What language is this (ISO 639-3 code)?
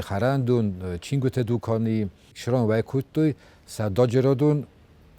oss